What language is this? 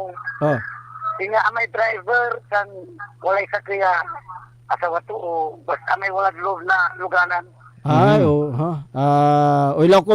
Pangasinan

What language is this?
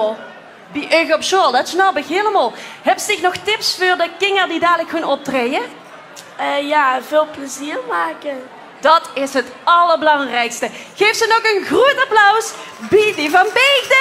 Limburgish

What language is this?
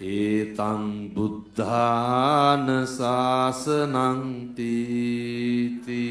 Sinhala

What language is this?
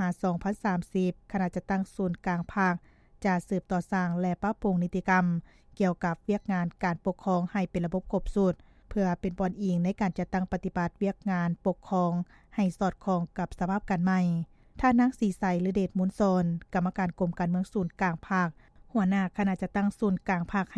Lao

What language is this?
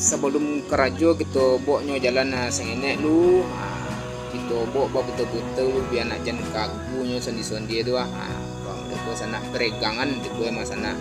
Minangkabau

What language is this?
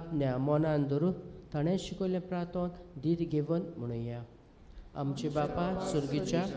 Konkani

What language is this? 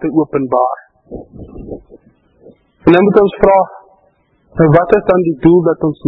Afrikaans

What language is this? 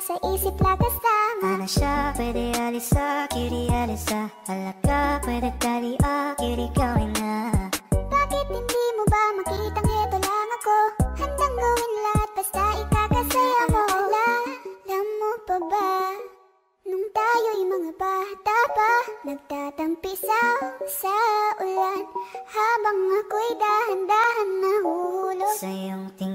Filipino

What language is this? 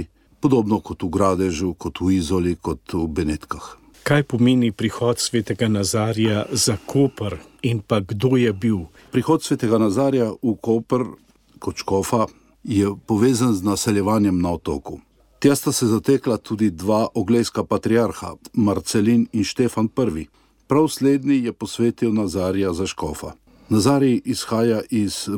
Slovenian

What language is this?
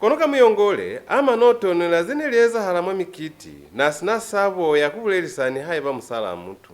Lozi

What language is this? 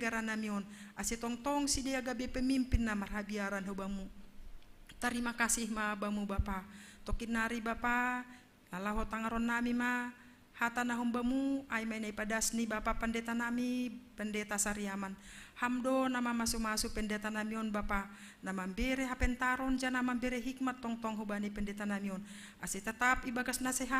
Batak Simalungun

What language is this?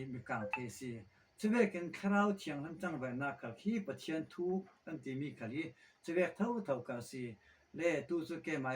Falam Chin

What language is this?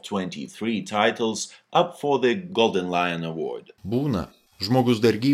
Lithuanian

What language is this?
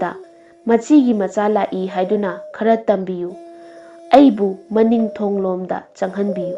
Manipuri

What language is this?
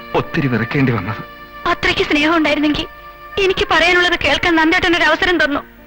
Malayalam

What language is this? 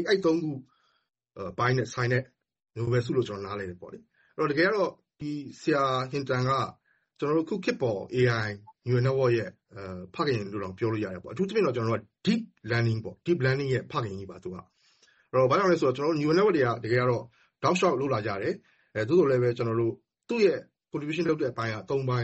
Burmese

